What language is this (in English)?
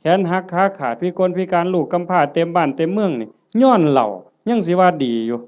Northeastern Thai